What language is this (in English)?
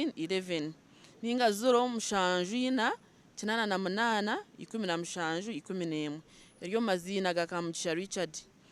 Nyankole